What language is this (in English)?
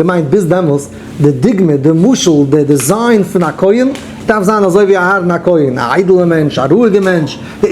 Yiddish